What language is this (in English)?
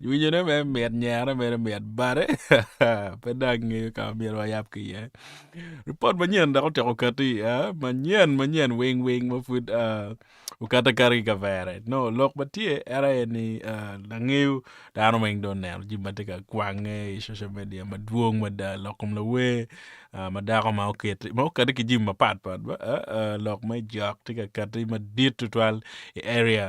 Acoli